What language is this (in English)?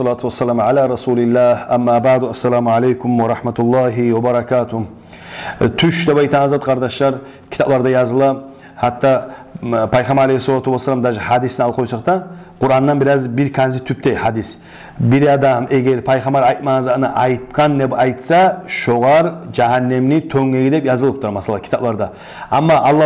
Kumyk